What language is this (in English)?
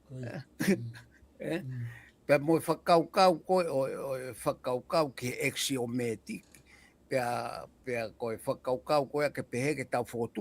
Tongan